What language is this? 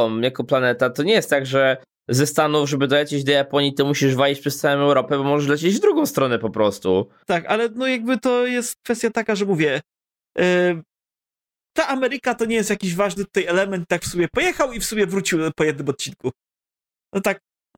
Polish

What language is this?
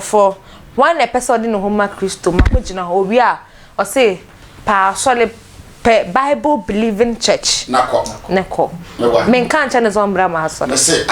Akan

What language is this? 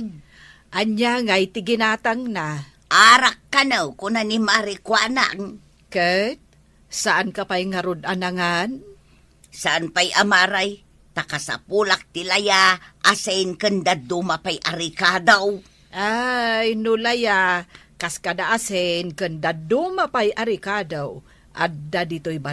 Iloko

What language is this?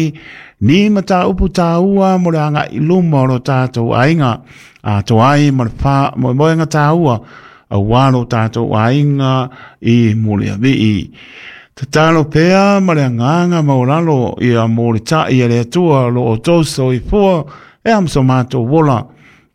Samoan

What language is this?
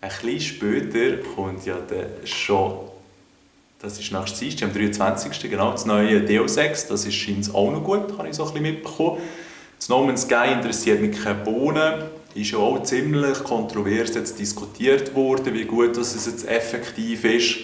Swiss German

